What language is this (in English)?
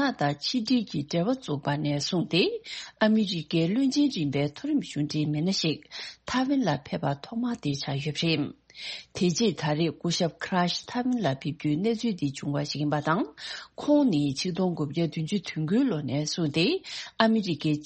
Tibetan